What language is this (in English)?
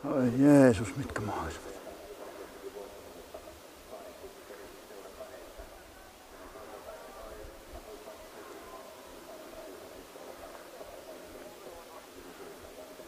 Finnish